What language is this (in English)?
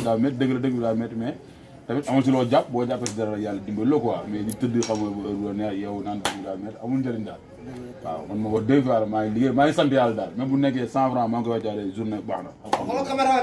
Wolof